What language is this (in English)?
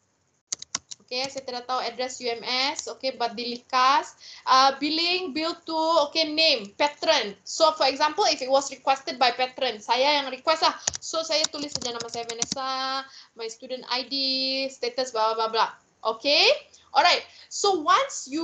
Malay